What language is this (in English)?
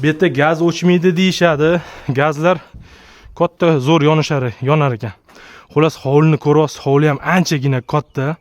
Uzbek